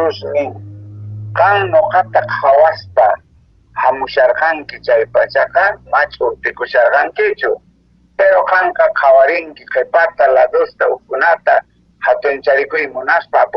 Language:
Quechua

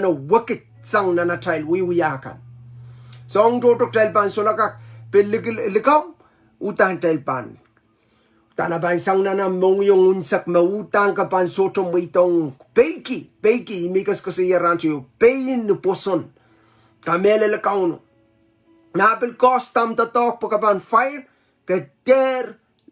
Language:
Pohnpeian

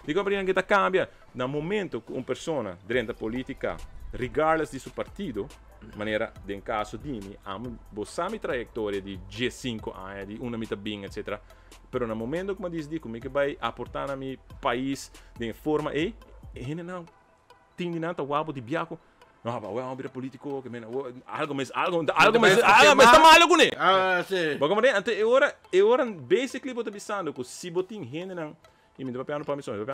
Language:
Papiamento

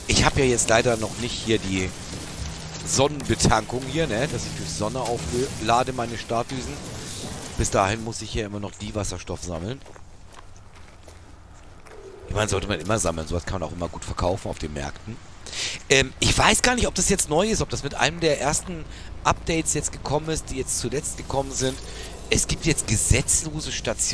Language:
German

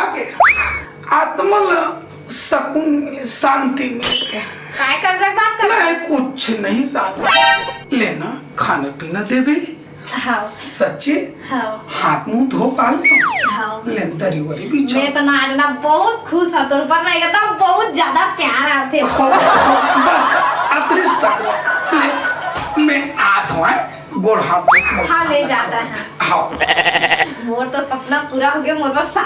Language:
Chhattisgarhi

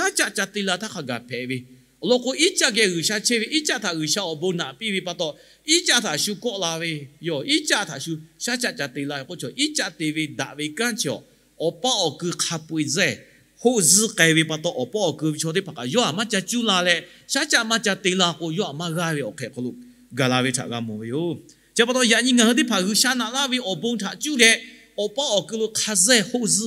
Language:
Lahu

